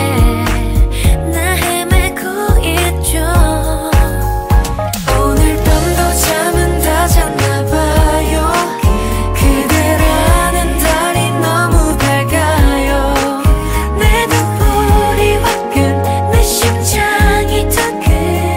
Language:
Korean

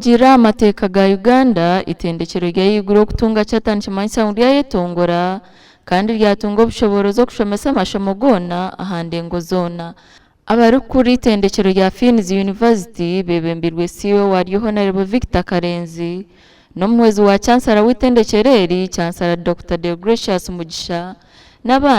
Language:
Nyankole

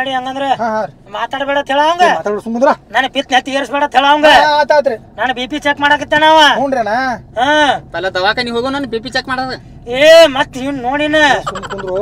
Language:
Kannada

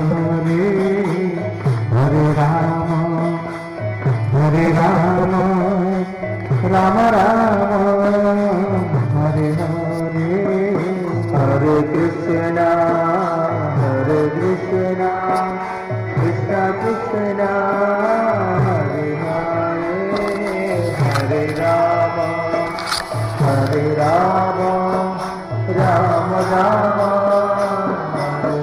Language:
Odia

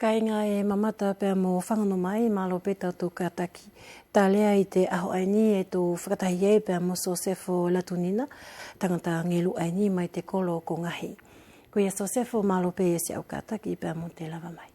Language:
Wallisian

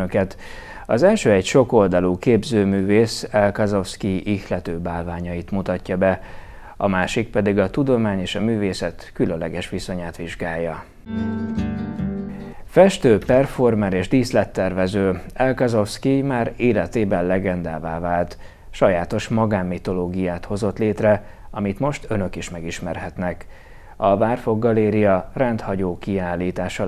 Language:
Hungarian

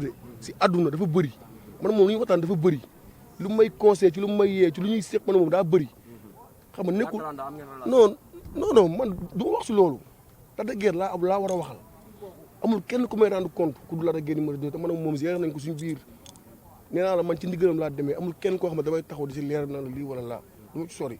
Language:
Wolof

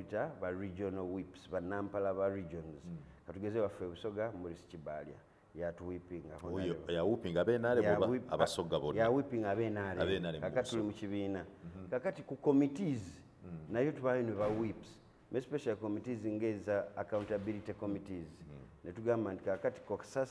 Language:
Ganda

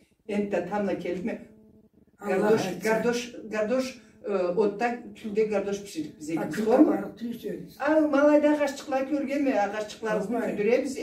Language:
Karachay-Balkar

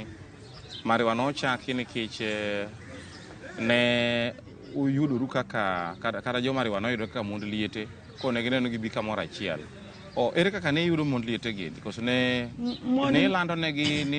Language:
Luo (Kenya and Tanzania)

